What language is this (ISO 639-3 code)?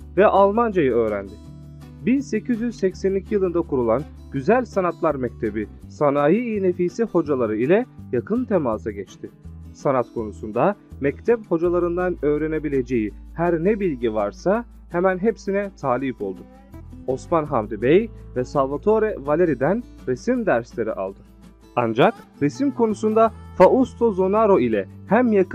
tur